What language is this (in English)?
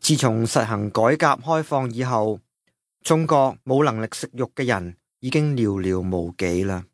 Cantonese